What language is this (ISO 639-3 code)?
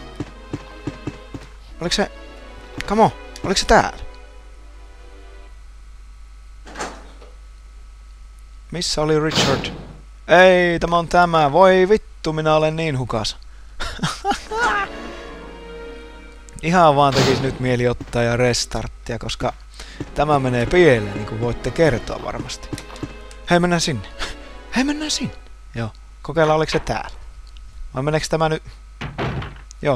fin